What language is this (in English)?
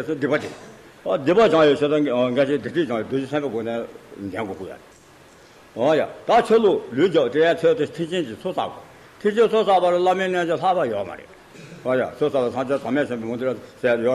Tibetan